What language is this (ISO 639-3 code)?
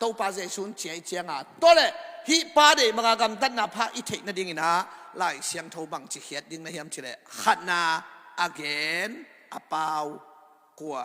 ctd